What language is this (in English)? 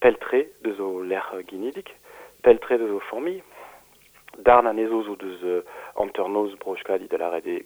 Breton